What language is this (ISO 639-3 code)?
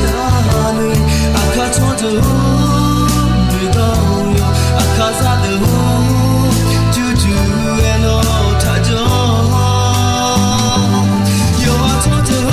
ahk